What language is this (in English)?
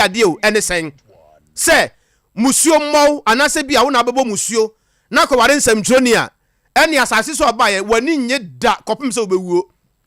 Akan